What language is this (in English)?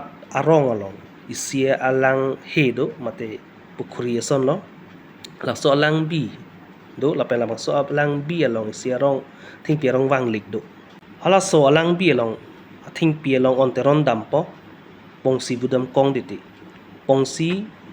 Karbi